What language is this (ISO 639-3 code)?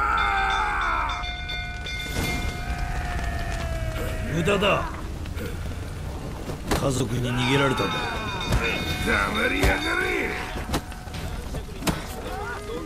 jpn